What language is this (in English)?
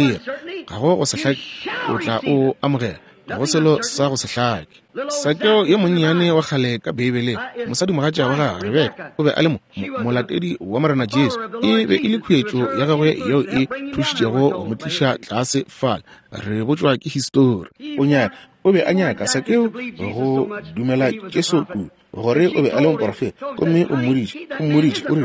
Northern Sotho